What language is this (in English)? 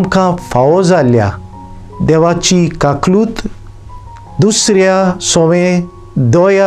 Konkani